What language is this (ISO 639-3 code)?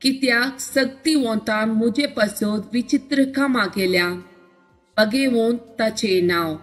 kok